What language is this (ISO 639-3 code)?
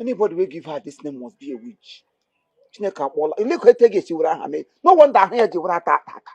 ibo